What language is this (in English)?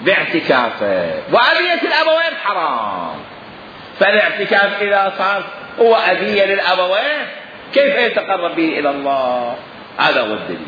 Mesopotamian Arabic